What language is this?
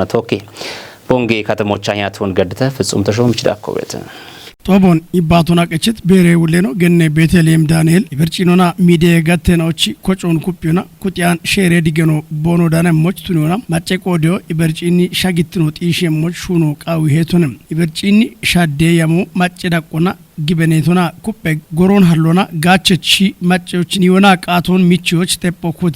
Kafa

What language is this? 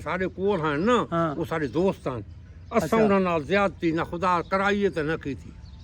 Saraiki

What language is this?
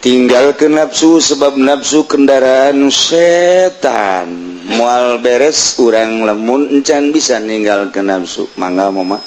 Sundanese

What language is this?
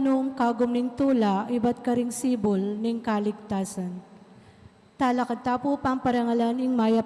Pampanga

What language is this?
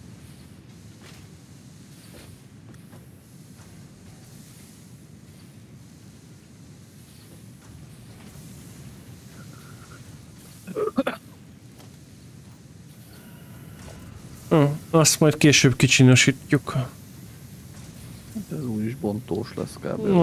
Hungarian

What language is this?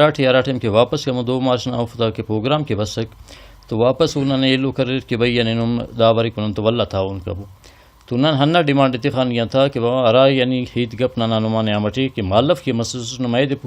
Brahui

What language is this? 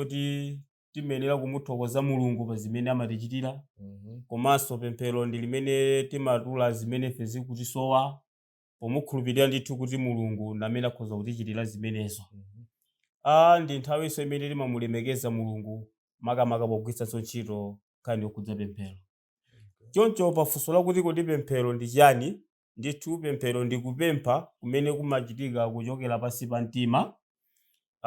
Nyanja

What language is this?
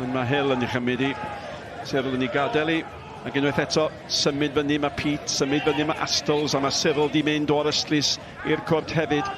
Welsh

